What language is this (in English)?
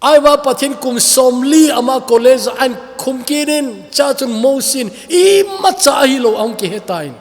Thado Chin